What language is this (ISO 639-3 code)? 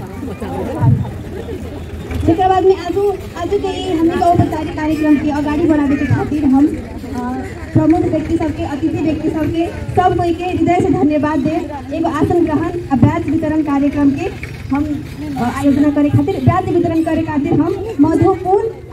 bho